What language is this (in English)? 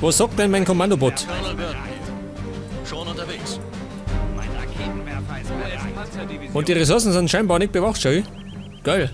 Bavarian